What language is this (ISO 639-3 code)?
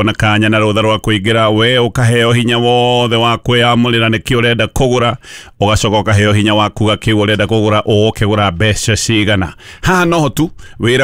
kik